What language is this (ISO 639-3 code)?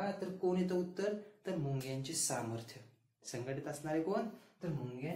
mar